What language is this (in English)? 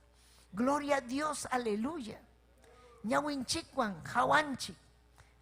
Ayacucho Quechua